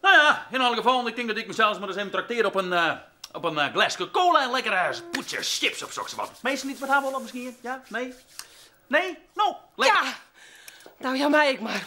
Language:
Western Frisian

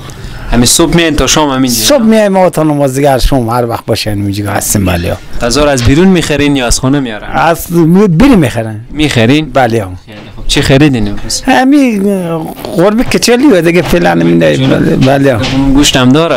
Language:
Persian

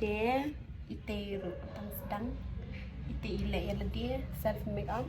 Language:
Khasi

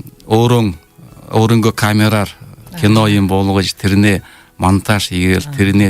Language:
Buriat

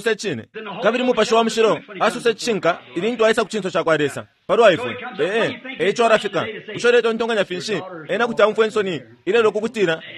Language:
Bemba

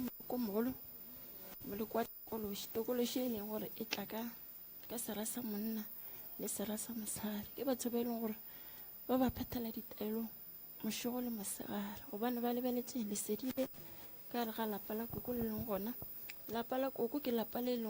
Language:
Northern Sotho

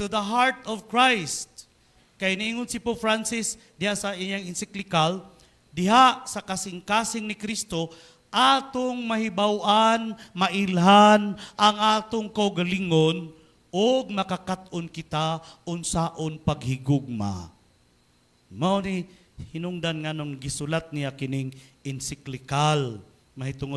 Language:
Cebuano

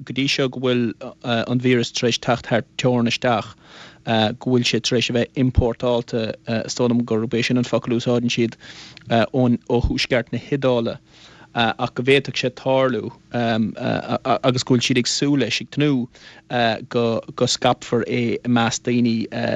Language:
Irish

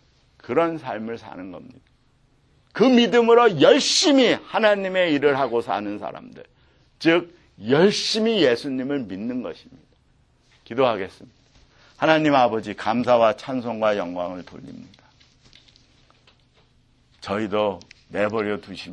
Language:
Korean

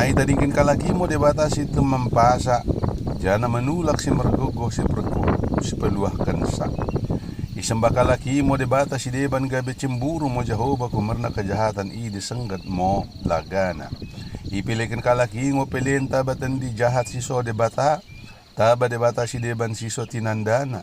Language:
Batak Dairi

